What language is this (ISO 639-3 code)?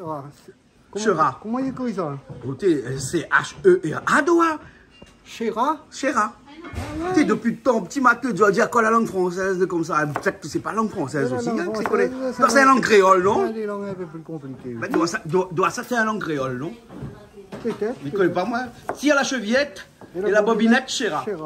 rcf